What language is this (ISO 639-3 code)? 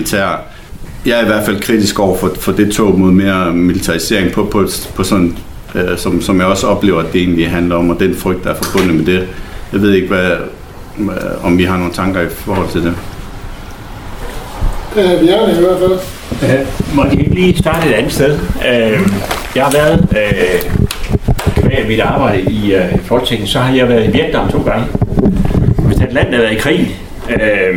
dan